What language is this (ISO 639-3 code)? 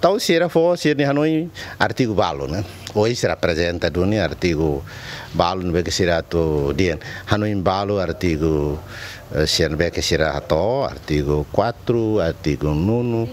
tet